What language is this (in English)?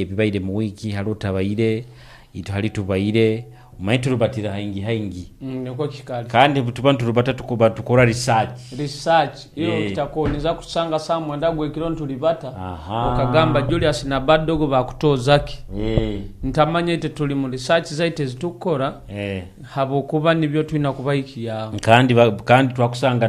Nyoro